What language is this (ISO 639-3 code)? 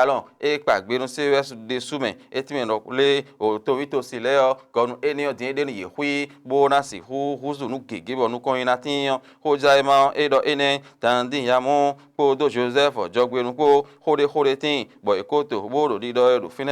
fon